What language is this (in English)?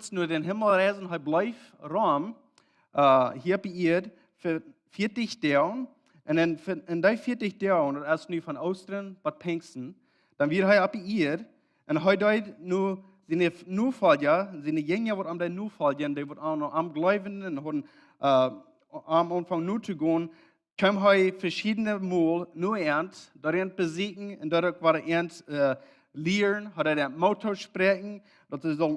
Plautdietsch